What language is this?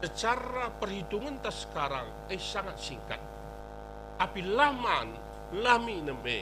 Batak Karo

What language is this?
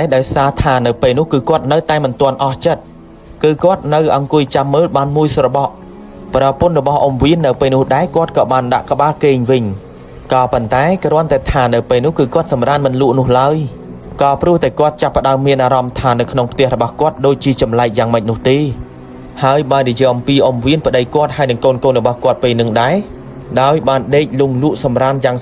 Khmer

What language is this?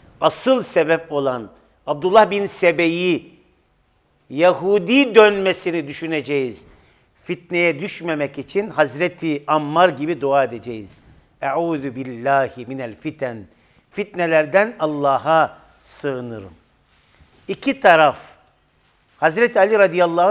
Turkish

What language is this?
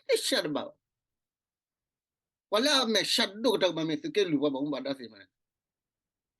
S'gaw Karen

